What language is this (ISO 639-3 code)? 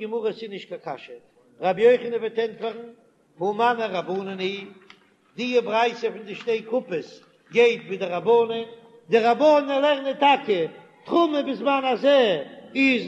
yid